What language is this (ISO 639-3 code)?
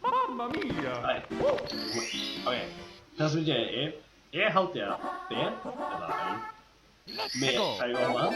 fao